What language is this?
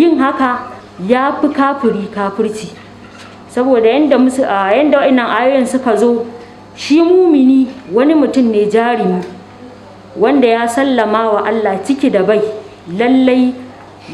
Hausa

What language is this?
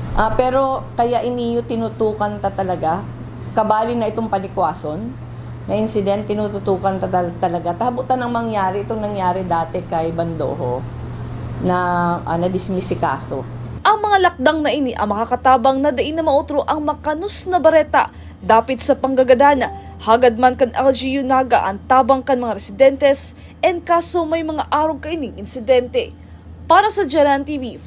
Bikol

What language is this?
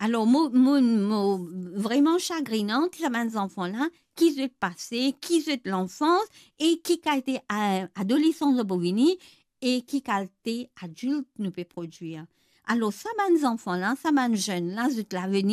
Morisyen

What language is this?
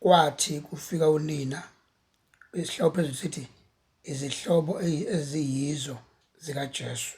Zulu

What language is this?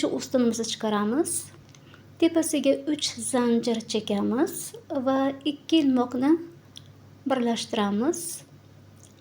Uzbek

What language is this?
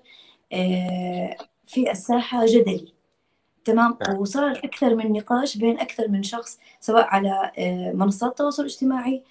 Arabic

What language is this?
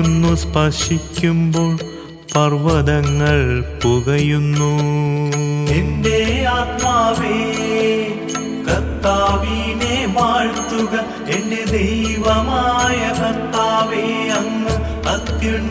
Malayalam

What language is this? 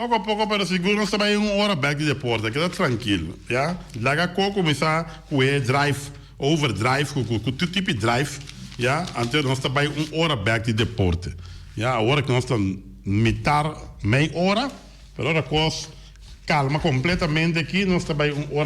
Papiamento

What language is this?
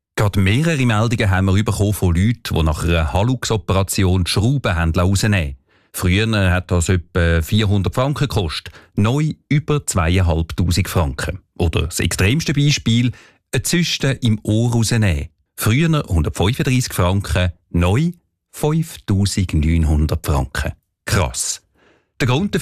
German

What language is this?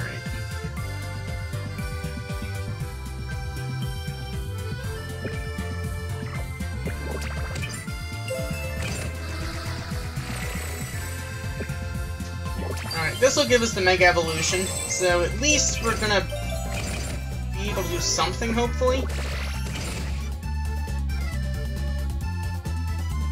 English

